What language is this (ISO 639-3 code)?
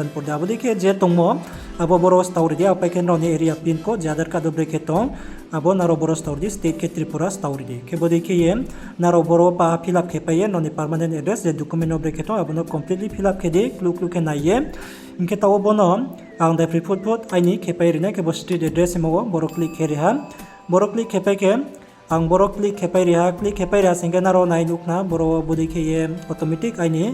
ria